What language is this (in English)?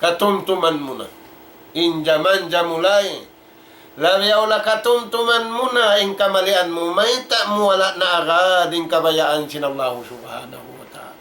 Tausug